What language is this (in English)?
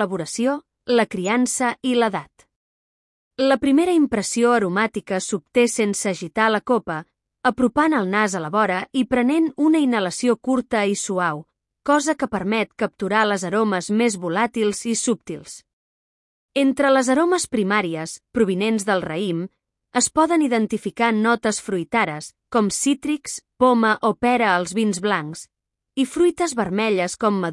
Catalan